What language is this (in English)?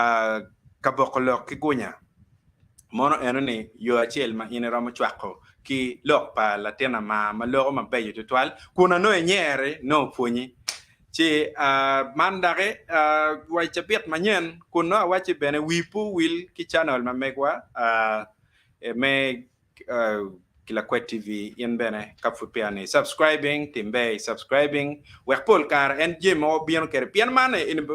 Acoli